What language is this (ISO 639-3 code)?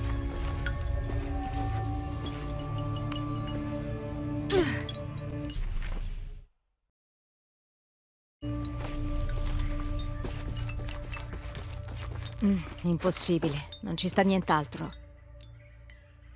ita